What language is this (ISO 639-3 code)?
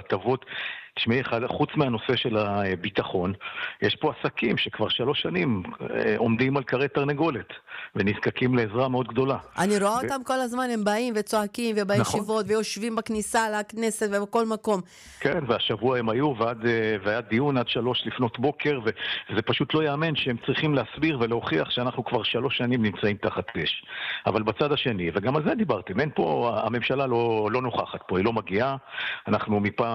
heb